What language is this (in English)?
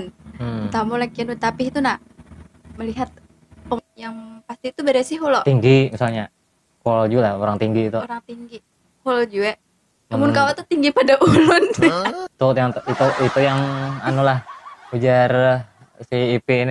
Banjar